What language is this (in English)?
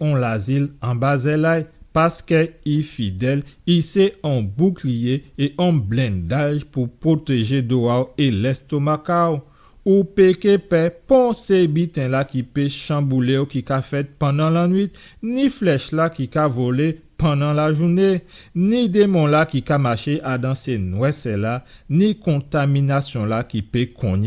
Guadeloupean Creole French